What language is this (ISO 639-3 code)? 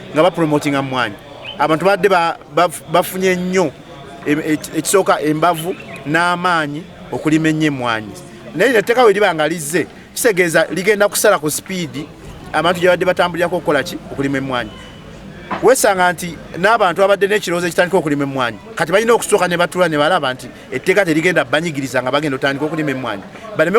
lug